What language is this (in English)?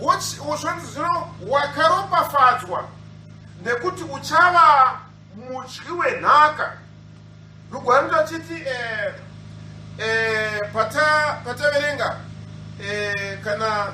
Shona